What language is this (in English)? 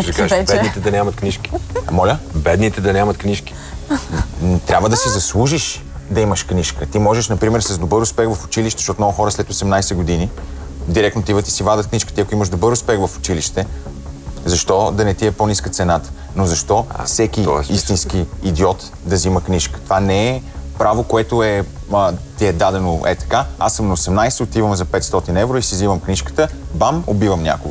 Bulgarian